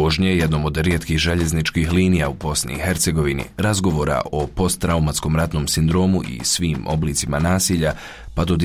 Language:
Bosnian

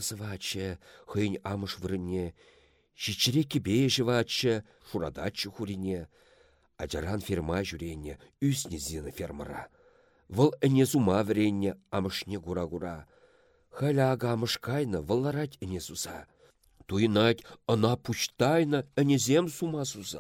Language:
Chuvash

